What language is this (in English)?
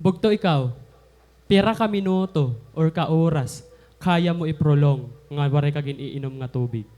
Waray